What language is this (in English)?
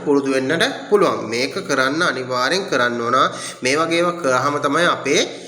Sinhala